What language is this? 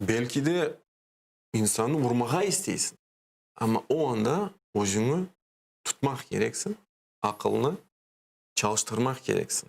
Crimean Tatar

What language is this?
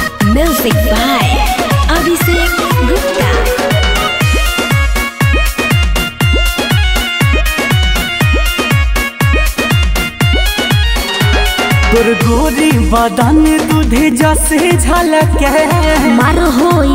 Bhojpuri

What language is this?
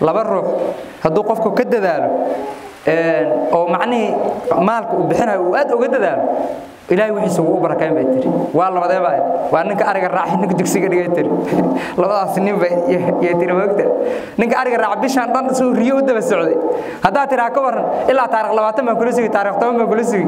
Somali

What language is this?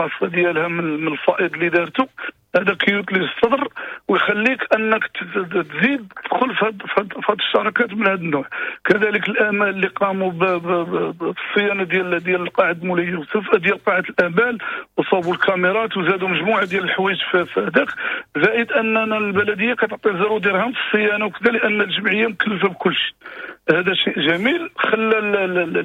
Moroccan Arabic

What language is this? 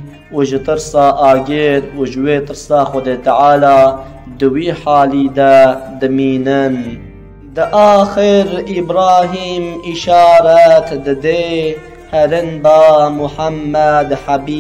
Kurdish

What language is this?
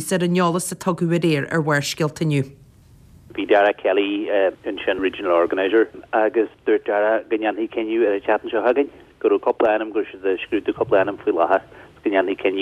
Irish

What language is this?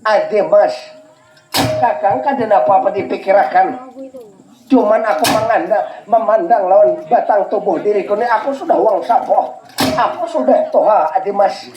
Banjar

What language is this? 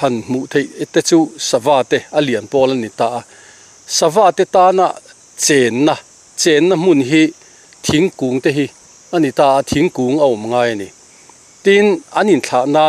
Mizo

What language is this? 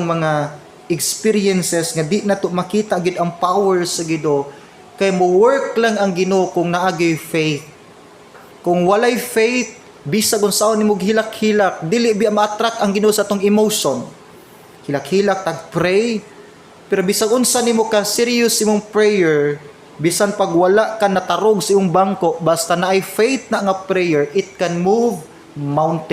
Cebuano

